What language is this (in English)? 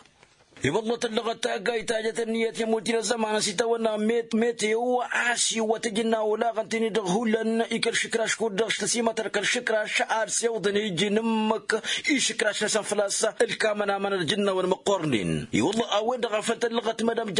Tamasheq